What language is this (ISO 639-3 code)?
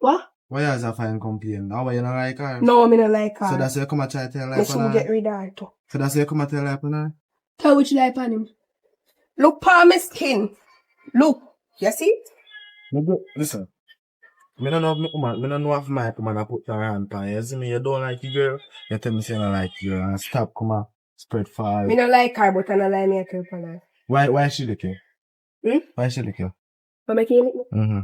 jam